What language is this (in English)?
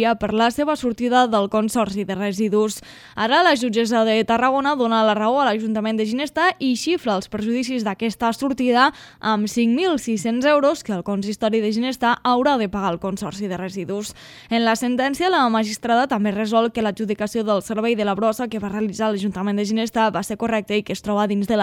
Catalan